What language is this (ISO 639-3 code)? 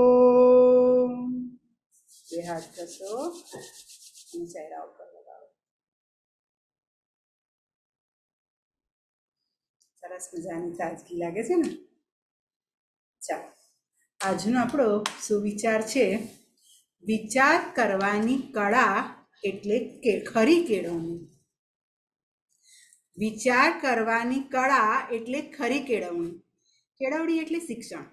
guj